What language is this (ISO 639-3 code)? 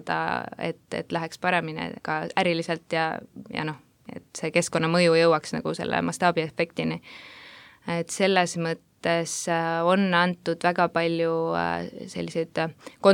est